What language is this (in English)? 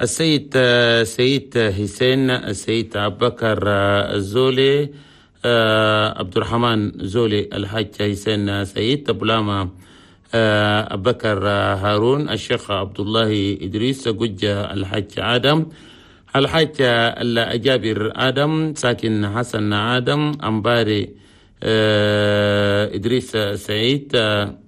Chadian Arabic